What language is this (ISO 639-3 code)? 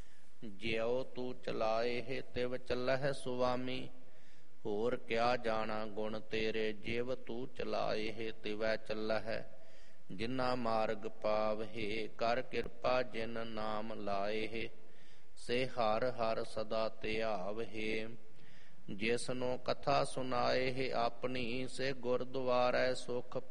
pan